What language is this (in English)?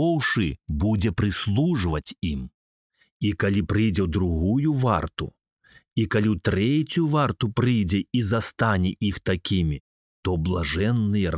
Belarusian